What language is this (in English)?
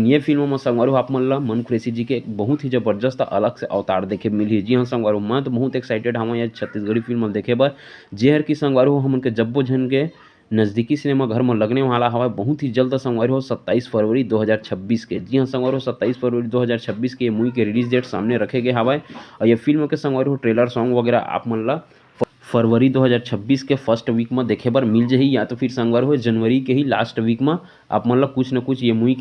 Chhattisgarhi